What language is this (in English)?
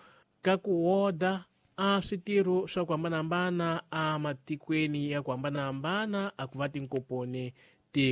Tsonga